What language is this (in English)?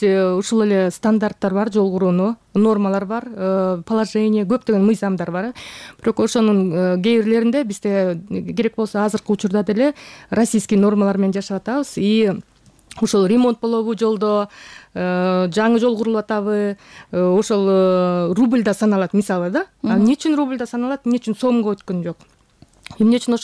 Kyrgyz